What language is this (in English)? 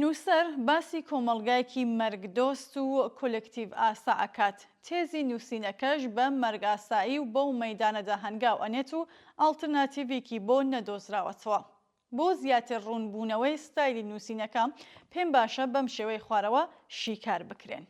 Central Kurdish